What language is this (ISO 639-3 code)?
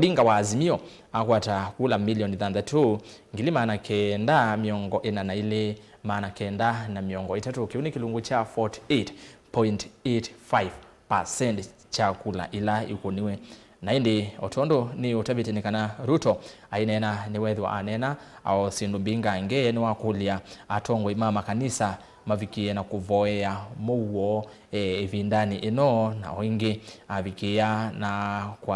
kam